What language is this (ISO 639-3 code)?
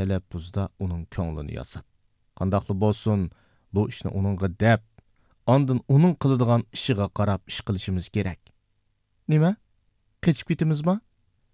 uig